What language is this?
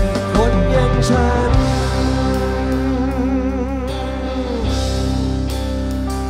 Thai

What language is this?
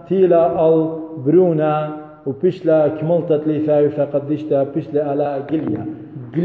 Assyrian Neo-Aramaic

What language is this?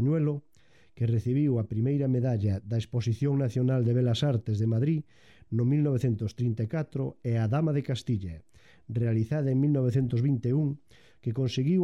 Galician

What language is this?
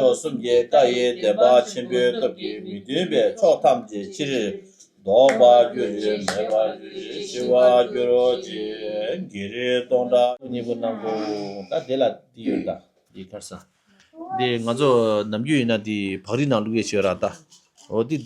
Tibetan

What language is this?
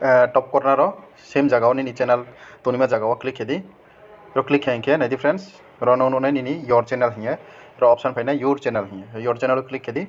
Riang (India)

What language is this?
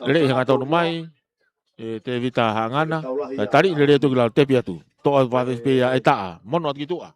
Tongan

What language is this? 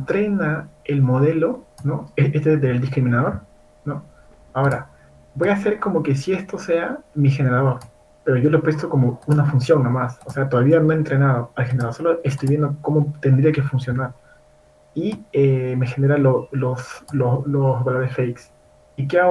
Spanish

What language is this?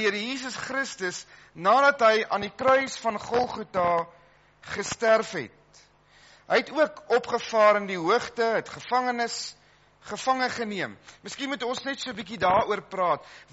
Afrikaans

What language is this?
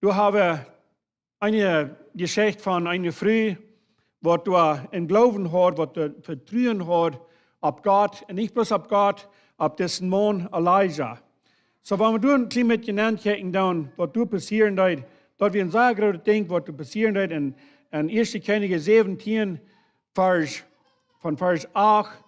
Plautdietsch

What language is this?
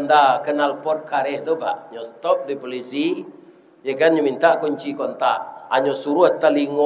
Minangkabau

